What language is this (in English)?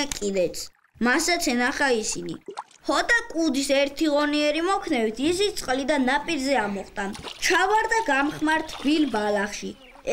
Georgian